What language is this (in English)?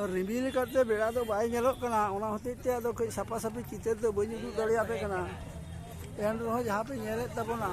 Santali